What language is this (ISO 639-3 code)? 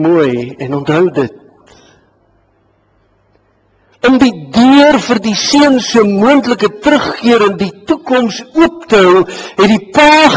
afr